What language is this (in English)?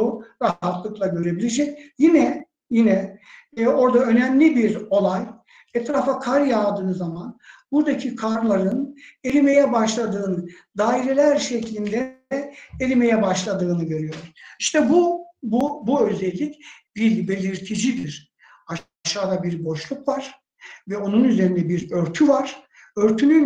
Turkish